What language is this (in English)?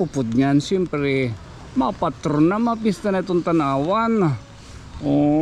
Waray